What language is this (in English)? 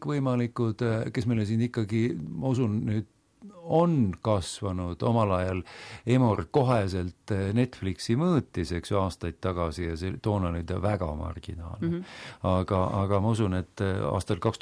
Estonian